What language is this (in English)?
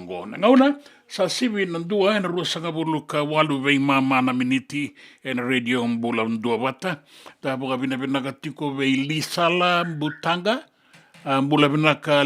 Fijian